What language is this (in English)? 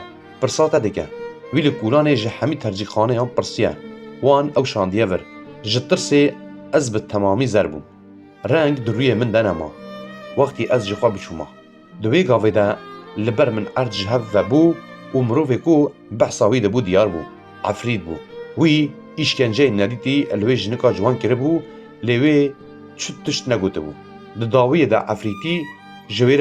Kurdish